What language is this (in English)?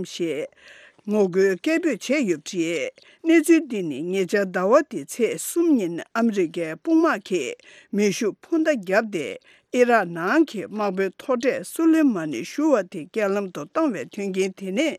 Tibetan